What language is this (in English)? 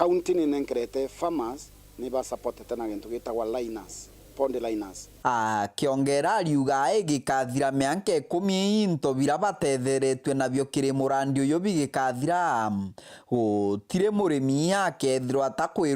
Meru